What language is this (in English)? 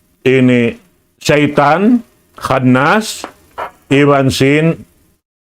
Tausug